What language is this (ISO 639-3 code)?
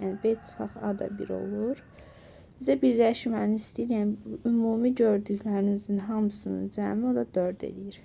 aze